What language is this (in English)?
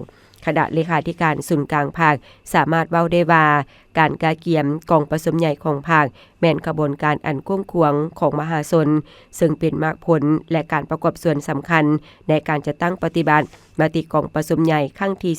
Lao